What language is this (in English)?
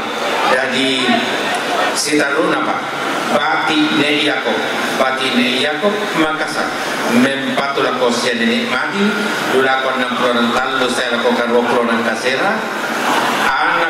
Toraja-Sa'dan